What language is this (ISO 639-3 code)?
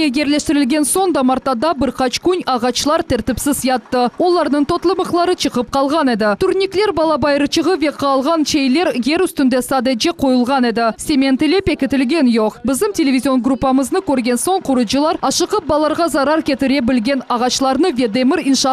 crh